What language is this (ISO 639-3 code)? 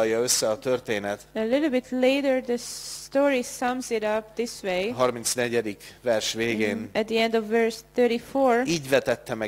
hun